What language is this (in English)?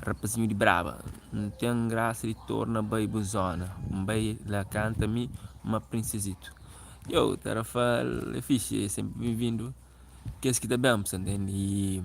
Kabuverdianu